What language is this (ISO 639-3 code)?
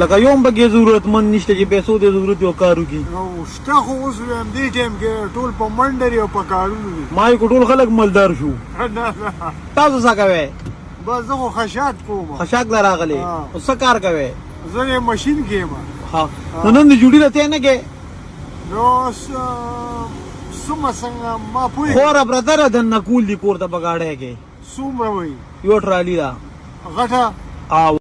pus